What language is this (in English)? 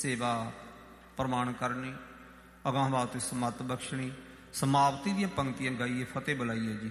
Punjabi